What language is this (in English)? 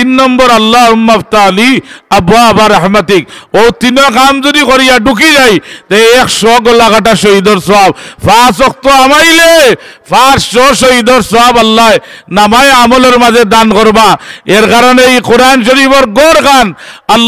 Sylheti